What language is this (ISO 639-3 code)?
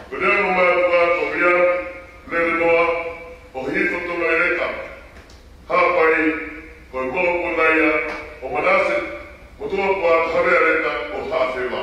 ton